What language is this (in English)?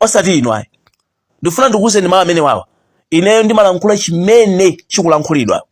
Nyanja